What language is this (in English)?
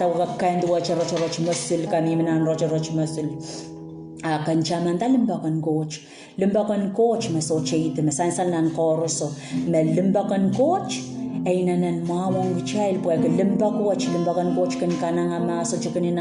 Pohnpeian